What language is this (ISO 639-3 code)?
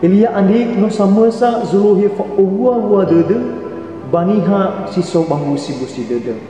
nia